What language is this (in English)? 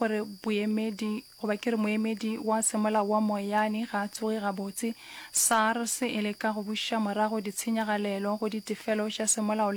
Northern Sotho